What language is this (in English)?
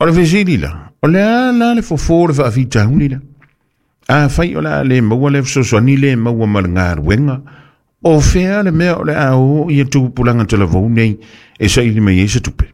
Samoan